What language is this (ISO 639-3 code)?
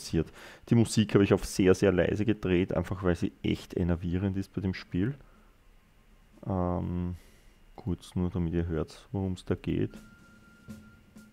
deu